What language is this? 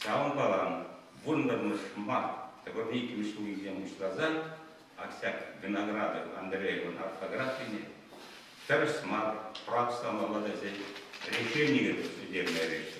Chuvash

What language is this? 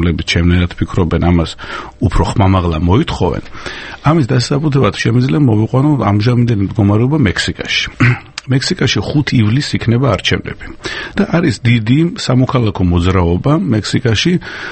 Georgian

